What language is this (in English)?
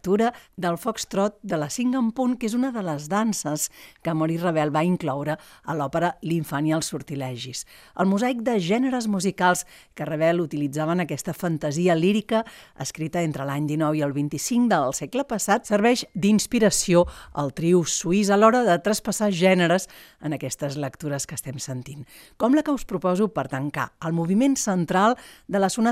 Catalan